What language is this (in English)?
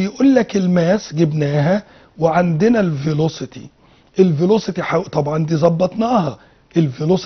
Egyptian Arabic